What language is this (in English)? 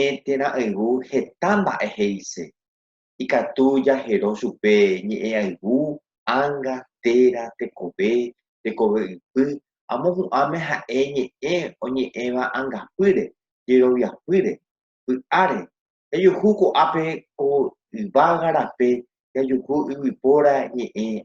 Guarani